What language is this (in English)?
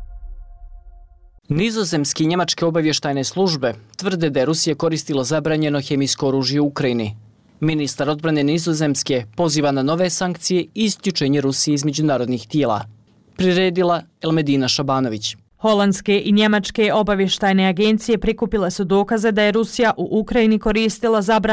Bosnian